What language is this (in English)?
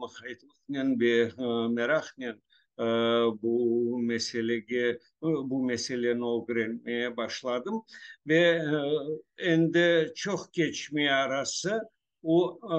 Crimean Tatar